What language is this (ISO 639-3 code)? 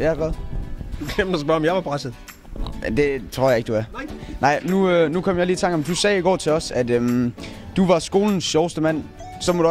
dan